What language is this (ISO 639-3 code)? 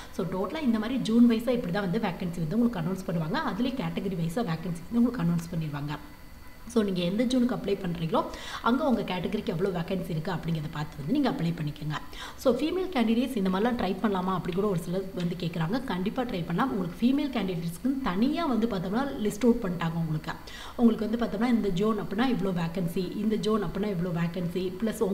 tam